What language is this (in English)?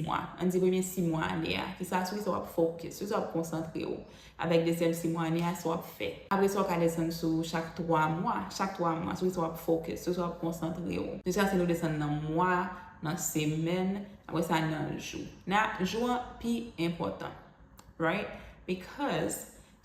Haitian Creole